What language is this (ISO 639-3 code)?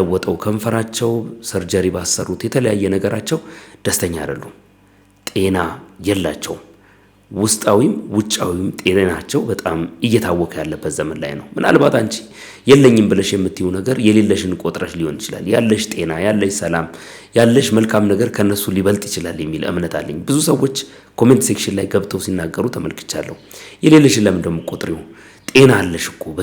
amh